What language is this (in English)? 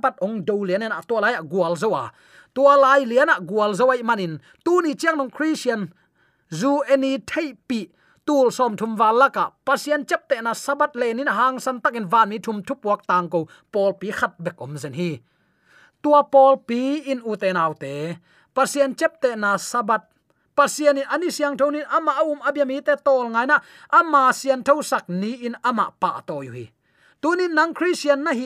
Tedim Chin